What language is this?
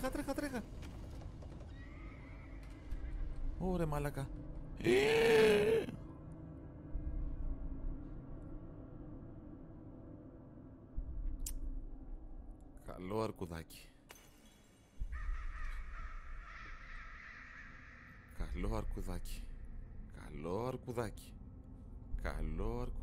Greek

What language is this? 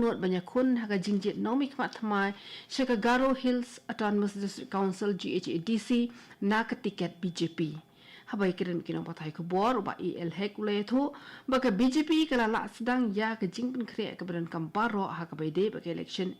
Khasi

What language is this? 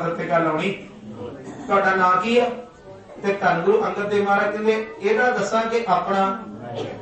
Punjabi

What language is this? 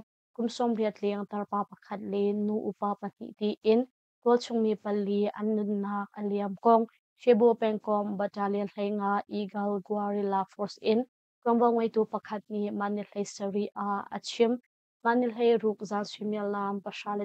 Hakha Chin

